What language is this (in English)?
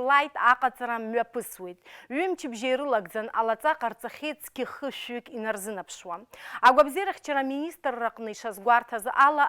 Abkhazian